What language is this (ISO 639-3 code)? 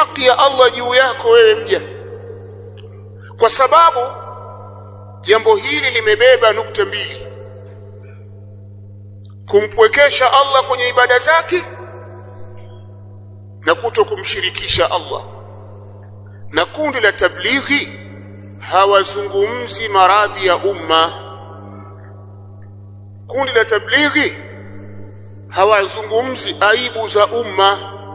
swa